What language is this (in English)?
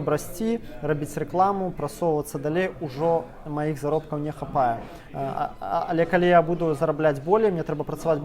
Belarusian